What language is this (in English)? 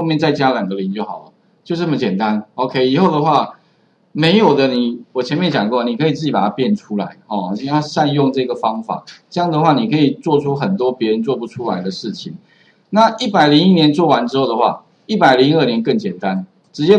Chinese